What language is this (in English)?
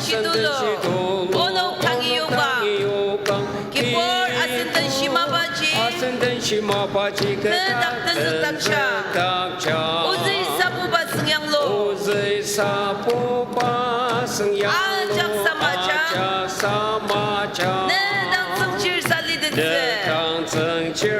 Ao Naga